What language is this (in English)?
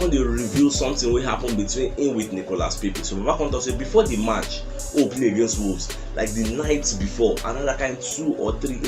Nigerian Pidgin